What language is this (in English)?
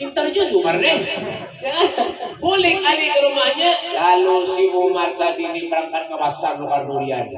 Banjar